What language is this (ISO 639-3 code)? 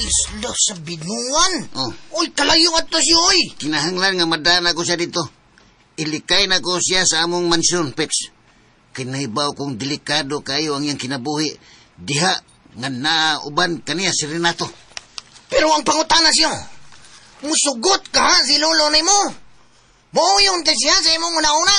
ceb